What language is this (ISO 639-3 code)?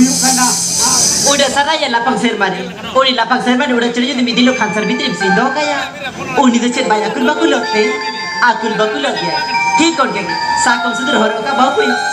sat